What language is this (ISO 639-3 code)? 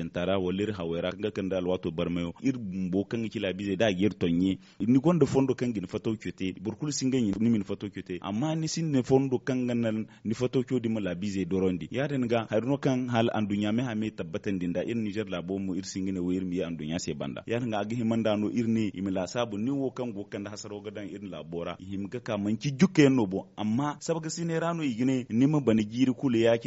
dje